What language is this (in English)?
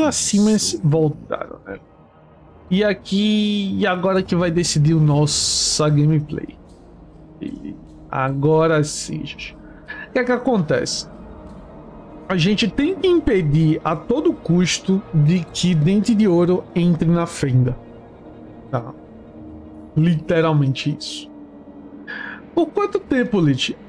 Portuguese